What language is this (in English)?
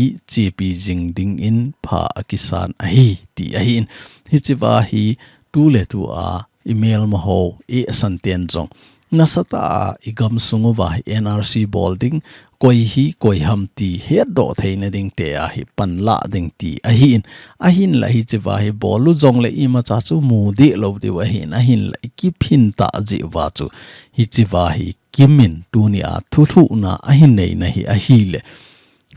Thado Chin